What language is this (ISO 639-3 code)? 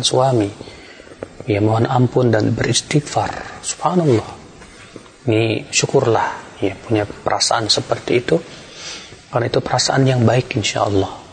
ind